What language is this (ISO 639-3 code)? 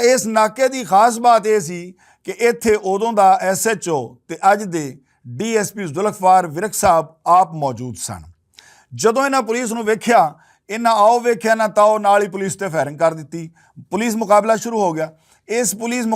lah